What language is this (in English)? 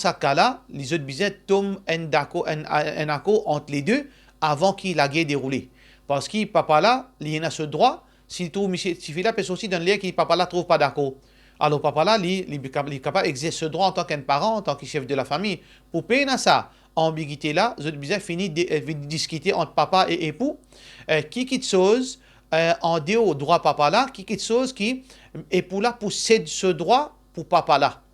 Morisyen